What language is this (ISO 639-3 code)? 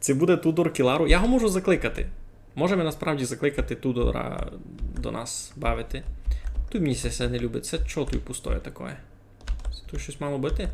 rue